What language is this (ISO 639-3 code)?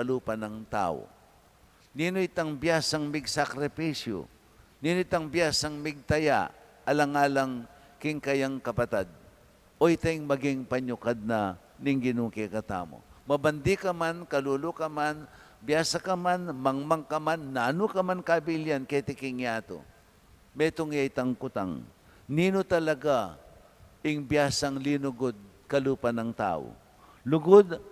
pam